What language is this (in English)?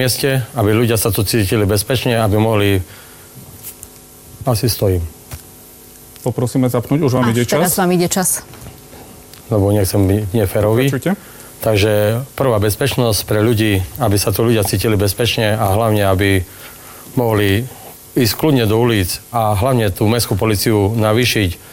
Slovak